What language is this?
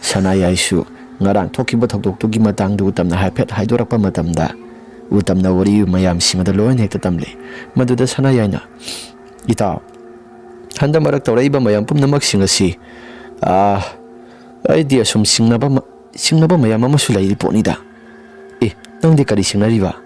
Manipuri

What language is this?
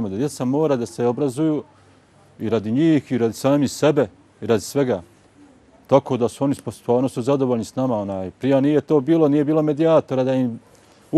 Bosnian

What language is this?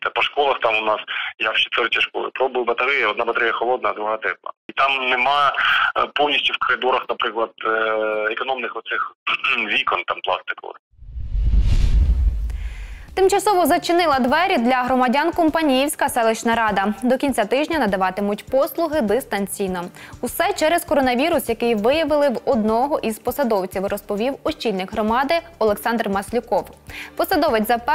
Ukrainian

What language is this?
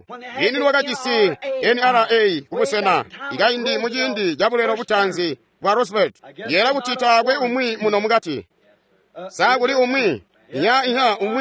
Tonga (Zambia)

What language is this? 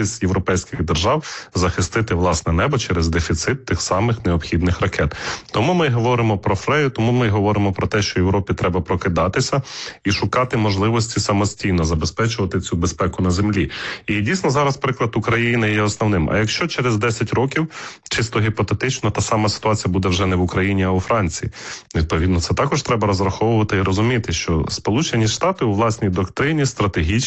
Ukrainian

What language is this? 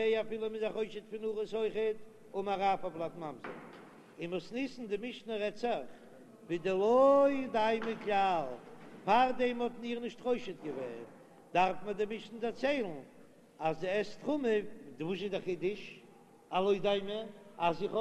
Yiddish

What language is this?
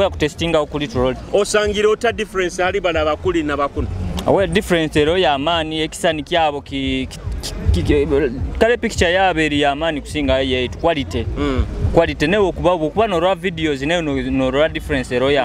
Nyoro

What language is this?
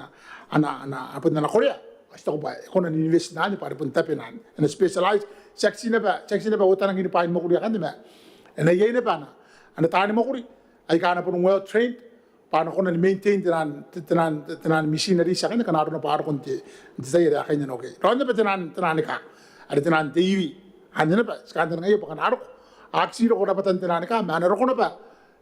Gilbertese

